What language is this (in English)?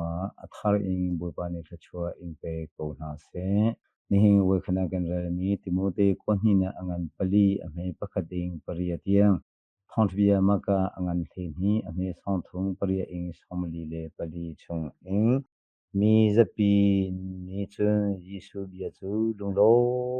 Hakha Chin